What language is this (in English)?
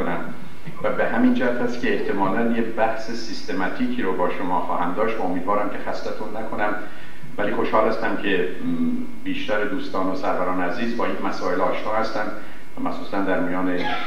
Persian